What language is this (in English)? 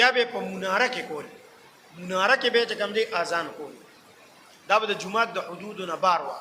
Pashto